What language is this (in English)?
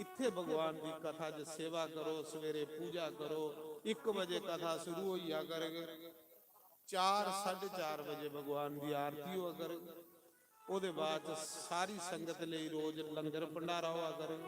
Dogri